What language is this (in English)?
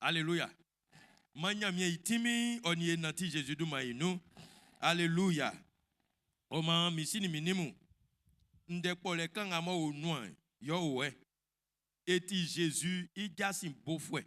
Baoulé